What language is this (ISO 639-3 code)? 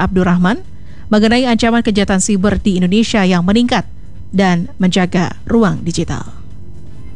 ind